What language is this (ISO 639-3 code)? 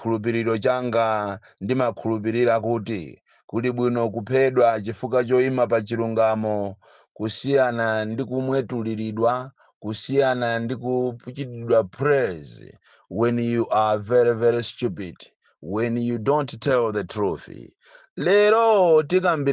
nya